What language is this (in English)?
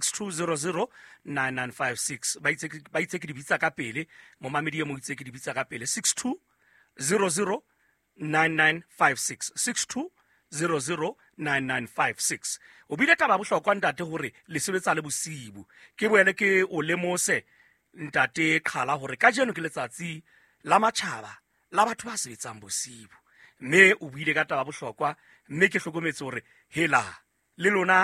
Southern Sotho